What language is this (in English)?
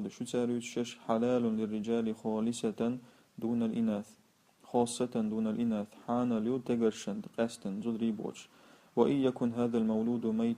Chechen